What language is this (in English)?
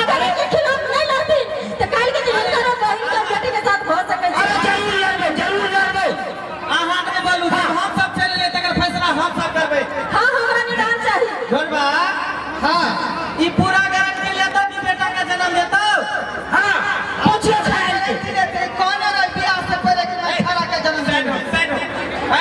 Maithili